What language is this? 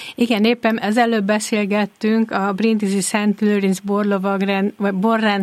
Hungarian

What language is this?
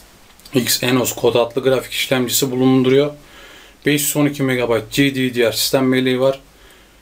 Turkish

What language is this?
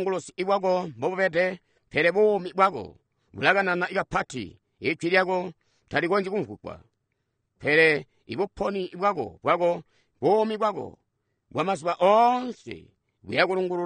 Tonga (Zambia)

